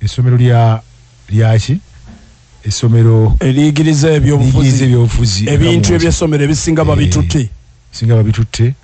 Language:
Ganda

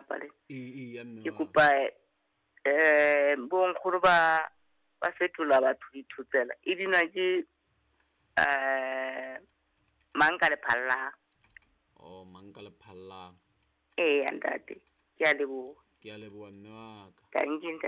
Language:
Southern Sotho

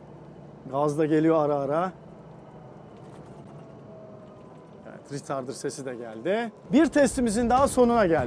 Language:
Turkish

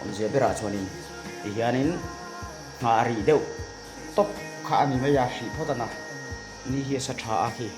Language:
Mizo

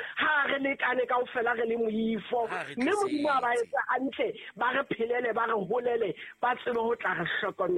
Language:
Southern Sotho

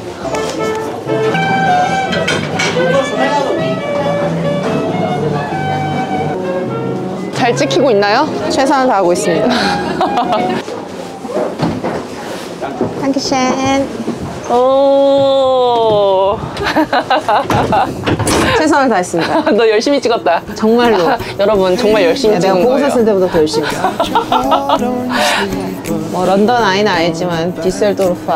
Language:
Korean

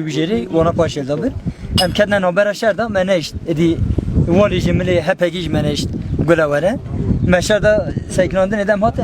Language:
Kurdish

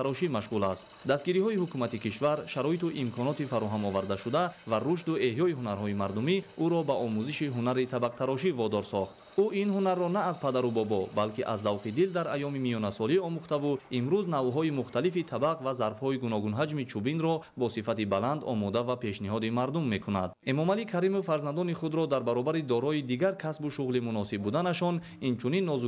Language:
Tajik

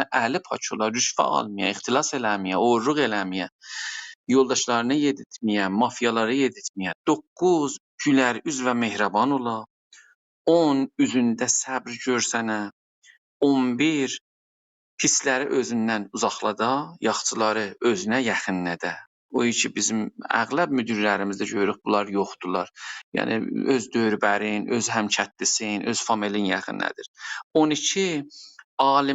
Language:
South Azerbaijani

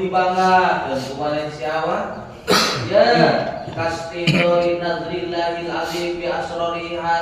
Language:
Sundanese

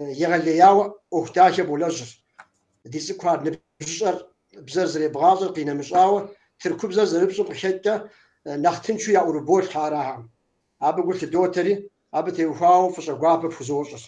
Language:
Kabardian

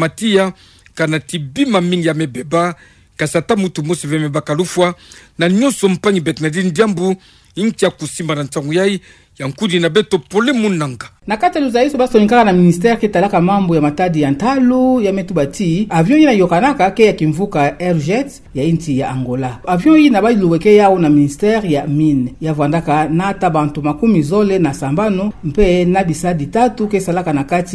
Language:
Kituba (Democratic Republic of Congo)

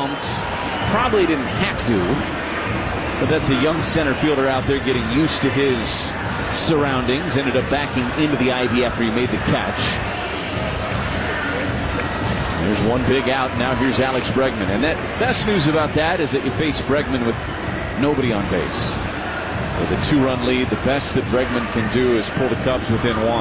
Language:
English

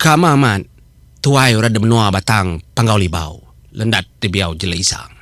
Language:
Iban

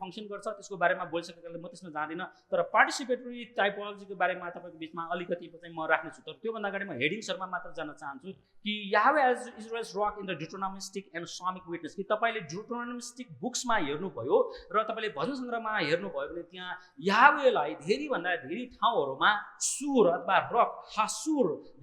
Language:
Nepali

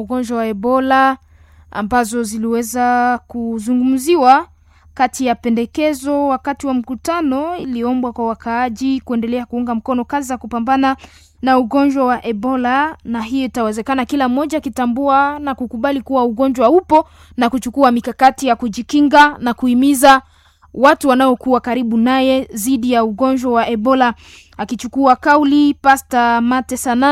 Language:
Swahili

